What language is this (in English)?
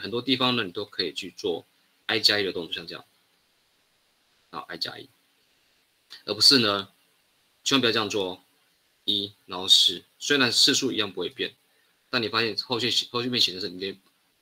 Chinese